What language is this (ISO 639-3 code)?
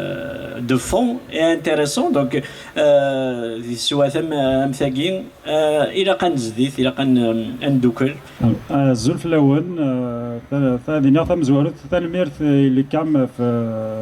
kab